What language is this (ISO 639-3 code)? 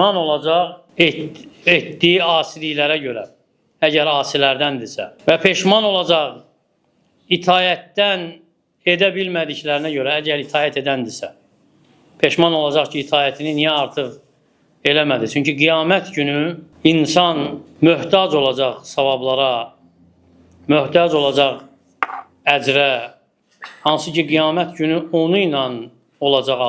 aze